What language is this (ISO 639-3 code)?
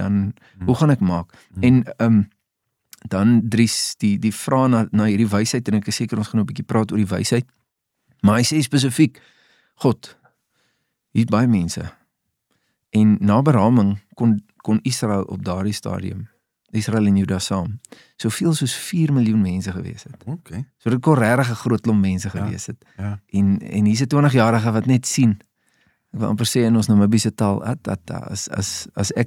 afr